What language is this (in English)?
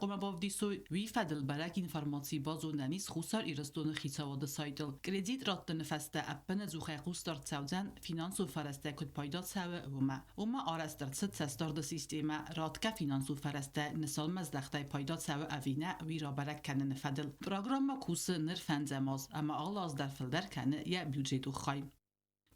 Ossetic